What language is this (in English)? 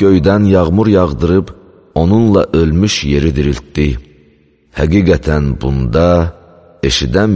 Azerbaijani